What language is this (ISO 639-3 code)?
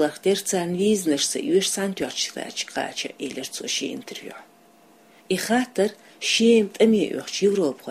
che